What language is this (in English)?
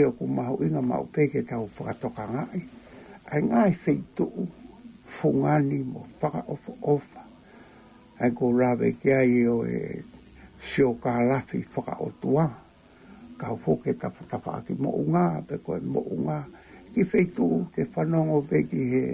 Tongan